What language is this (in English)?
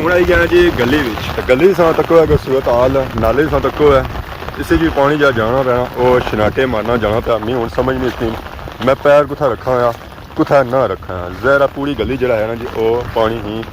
Pahari-Potwari